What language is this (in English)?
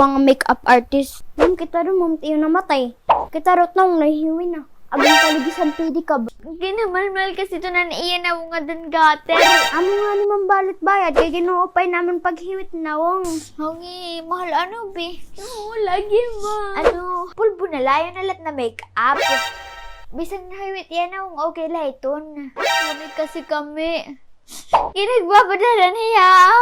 Waray